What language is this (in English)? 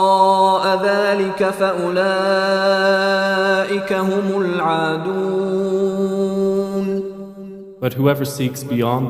Divehi